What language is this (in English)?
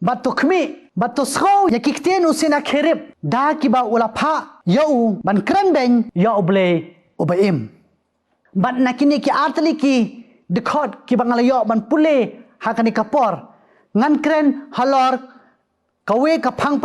Khasi